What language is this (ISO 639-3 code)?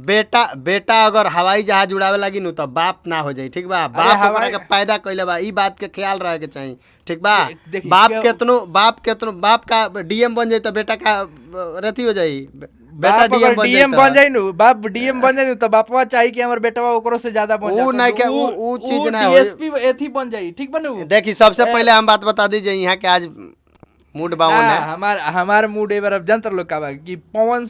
bho